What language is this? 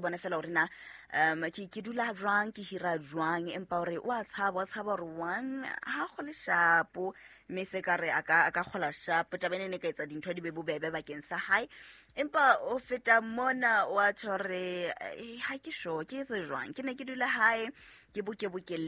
Southern Sotho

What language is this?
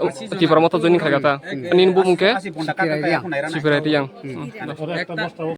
Kok Borok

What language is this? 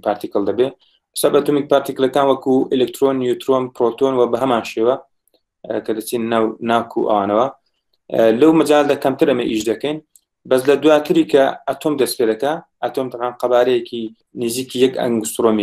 Central Kurdish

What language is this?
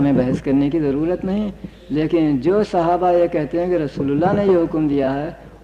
Urdu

